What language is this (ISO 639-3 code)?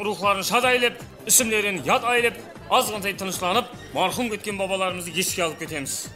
kaa